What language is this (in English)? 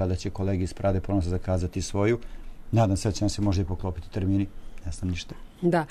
Serbian